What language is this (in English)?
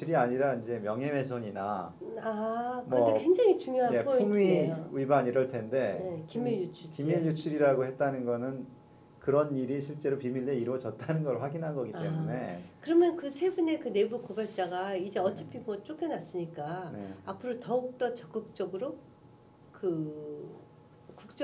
Korean